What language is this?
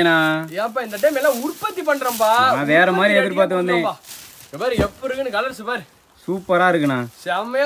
Tamil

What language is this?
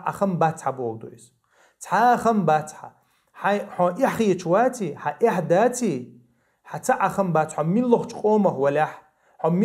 Chechen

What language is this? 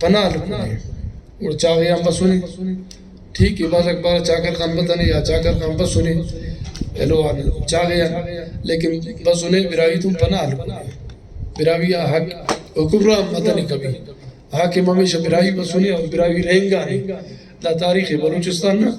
Brahui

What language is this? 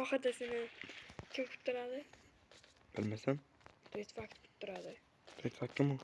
Uzbek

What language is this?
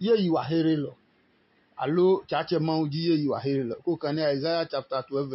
Adangme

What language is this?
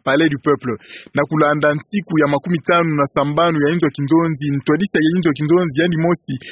Kituba (Democratic Republic of Congo)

